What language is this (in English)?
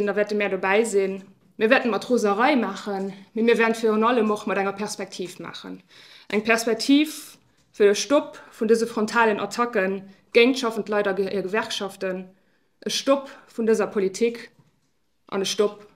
Luxembourgish